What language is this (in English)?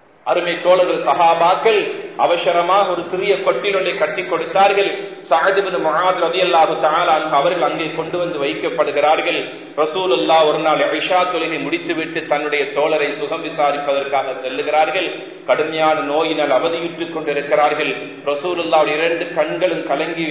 Tamil